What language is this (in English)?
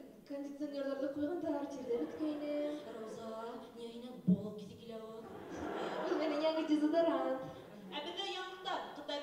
Bashkir